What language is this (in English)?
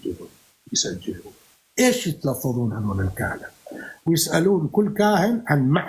North Levantine Arabic